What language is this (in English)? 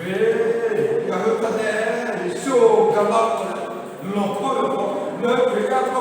Lahu